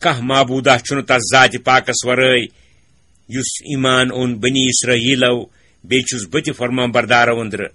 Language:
Kashmiri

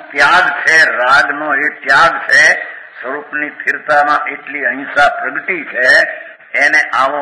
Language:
Gujarati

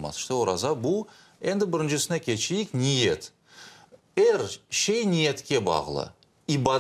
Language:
Crimean Tatar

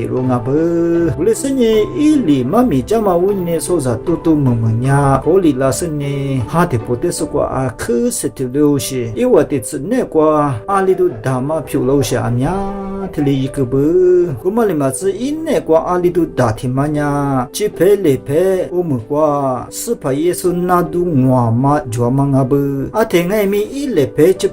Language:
Lisu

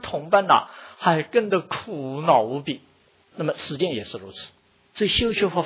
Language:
Chinese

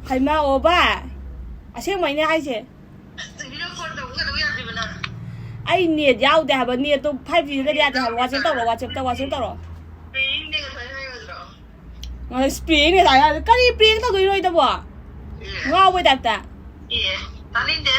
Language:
Manipuri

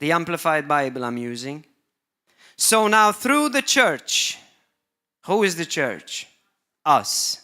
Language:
English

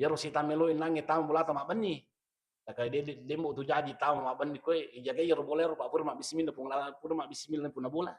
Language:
Buginese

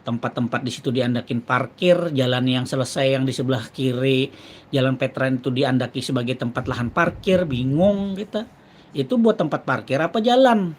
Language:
Banjar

